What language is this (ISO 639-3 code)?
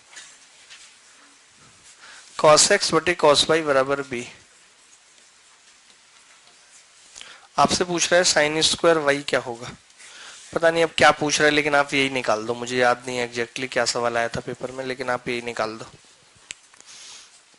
hin